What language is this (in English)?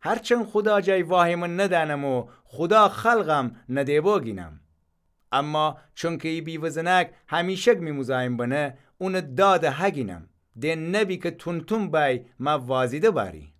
Gilaki